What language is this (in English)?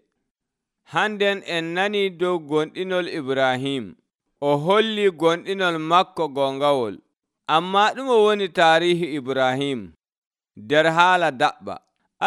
Nigerian Fulfulde